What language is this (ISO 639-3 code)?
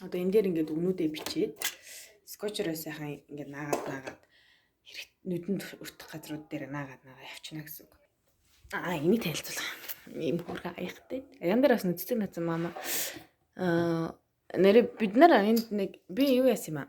mon